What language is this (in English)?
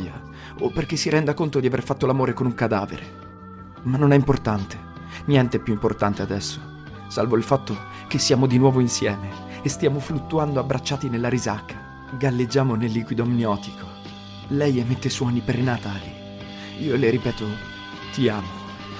Italian